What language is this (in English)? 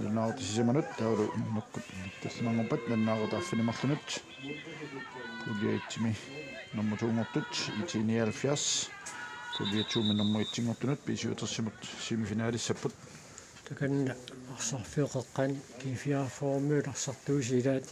Kalaallisut